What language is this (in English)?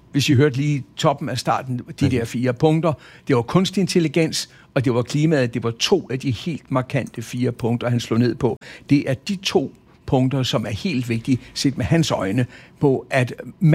Danish